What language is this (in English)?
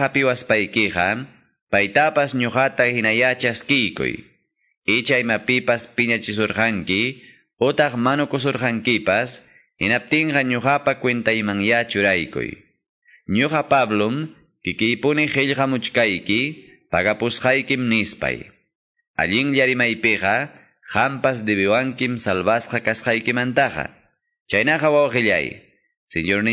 Quechua